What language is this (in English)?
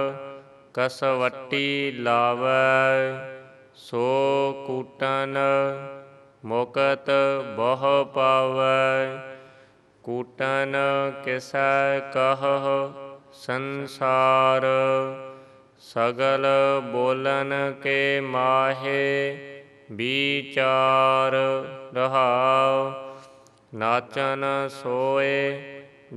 Punjabi